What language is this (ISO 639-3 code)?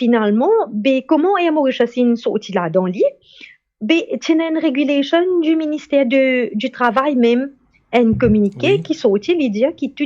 mfe